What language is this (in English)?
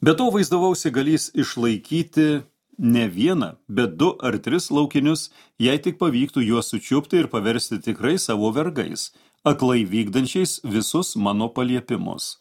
Lithuanian